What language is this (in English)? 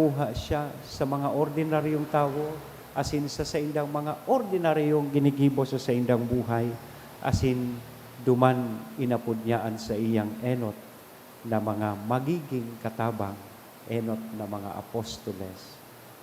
Bikol